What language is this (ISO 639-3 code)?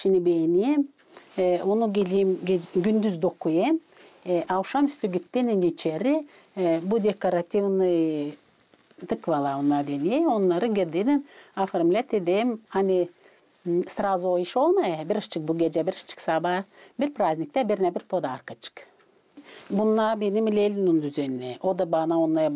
gag